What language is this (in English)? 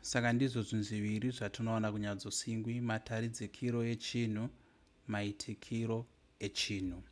Shona